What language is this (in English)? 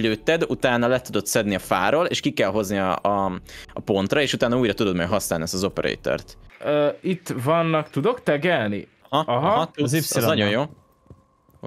Hungarian